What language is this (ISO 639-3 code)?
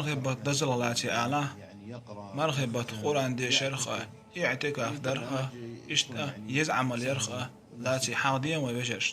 che